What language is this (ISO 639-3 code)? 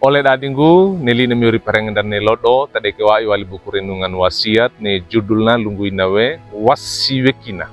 wew